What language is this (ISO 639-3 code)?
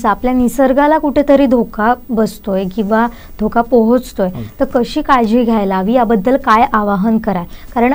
mar